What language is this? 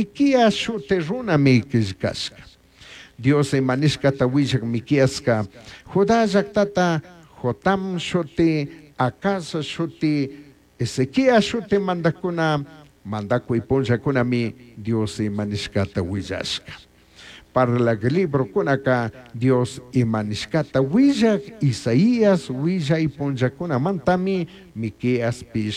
Chimborazo Highland Quichua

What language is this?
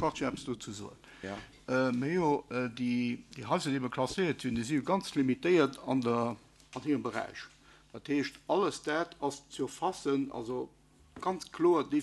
Luxembourgish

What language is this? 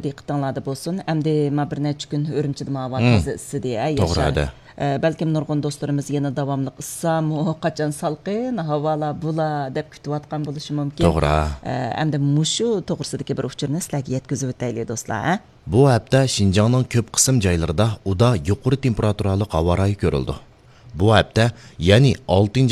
Uyghur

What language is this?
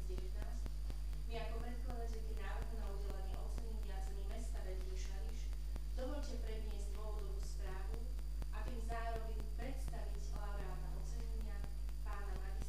Slovak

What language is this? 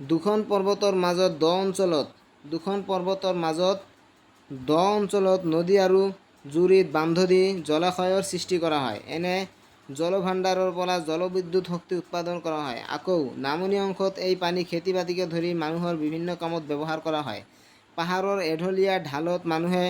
Assamese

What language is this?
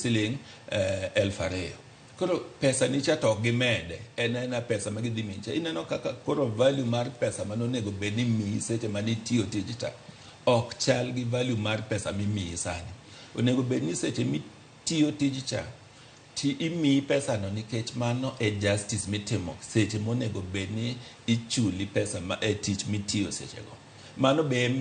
Luo (Kenya and Tanzania)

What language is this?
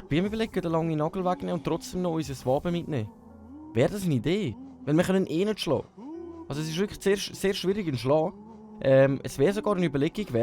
Swiss German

